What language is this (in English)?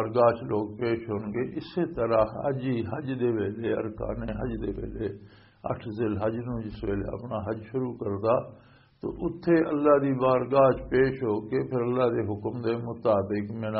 Western Panjabi